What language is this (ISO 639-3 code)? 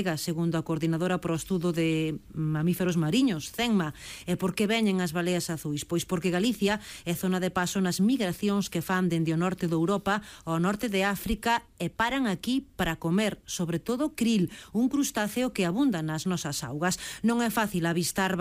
glg